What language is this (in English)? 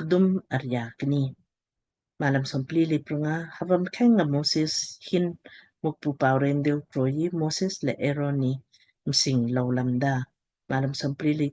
Lamkang